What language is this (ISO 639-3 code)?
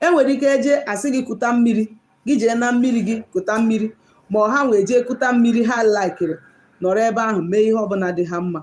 ibo